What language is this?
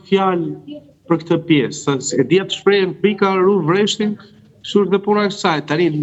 Albanian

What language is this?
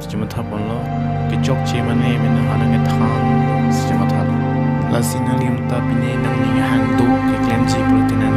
Karbi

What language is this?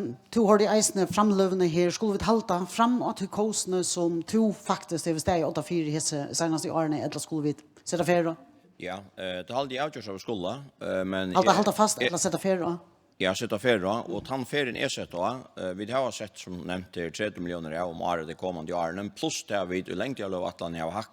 Faroese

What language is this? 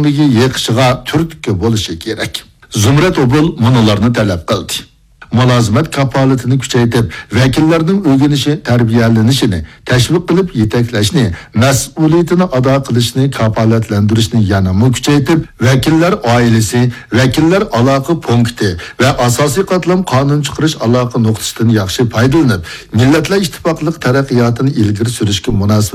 Uyghur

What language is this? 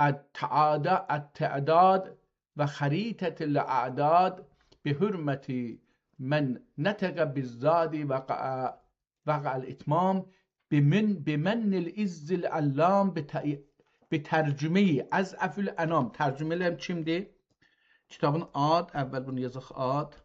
South Azerbaijani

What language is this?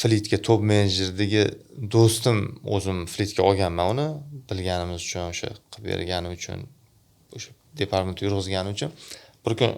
Uzbek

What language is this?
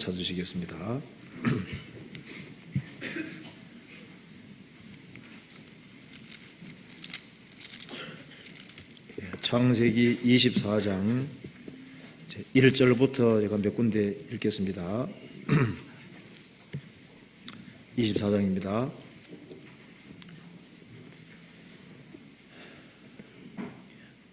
Korean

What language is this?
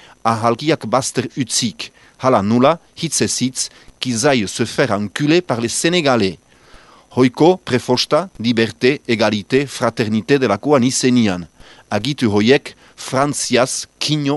Basque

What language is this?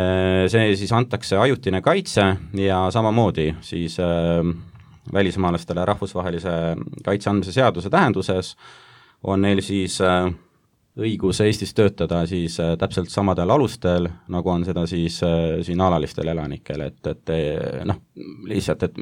Estonian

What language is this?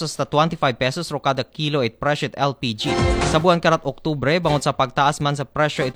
Aklanon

